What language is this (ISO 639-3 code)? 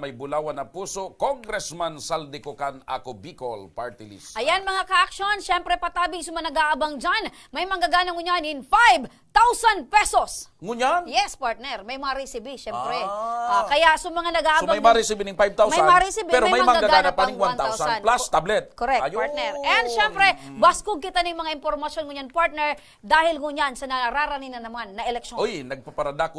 bik